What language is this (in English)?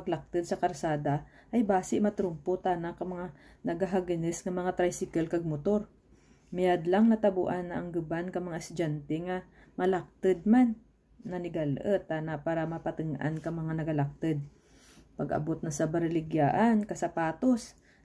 Kinaray-a